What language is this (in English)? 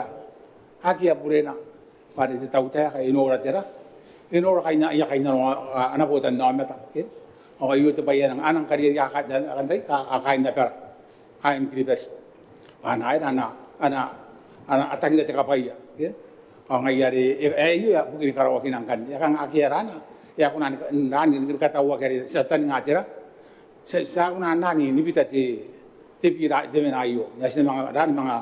Gilbertese